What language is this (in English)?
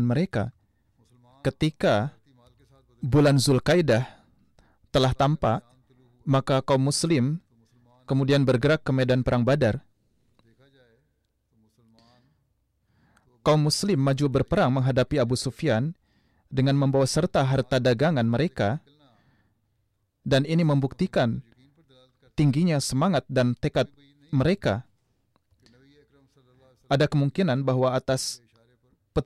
Indonesian